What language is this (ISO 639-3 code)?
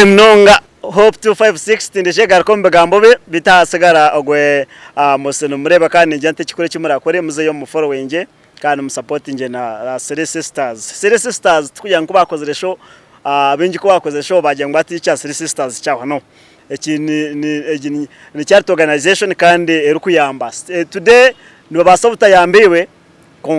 nyn